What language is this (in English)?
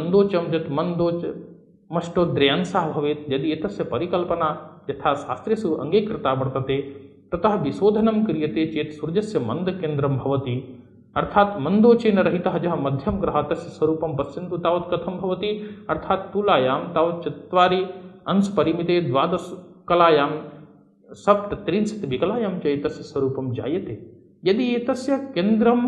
Sanskrit